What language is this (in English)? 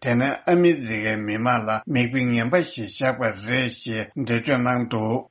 Tibetan